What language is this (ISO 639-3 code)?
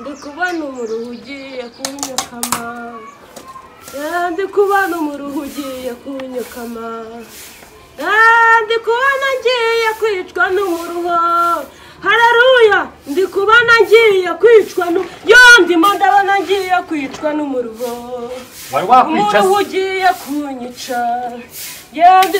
kin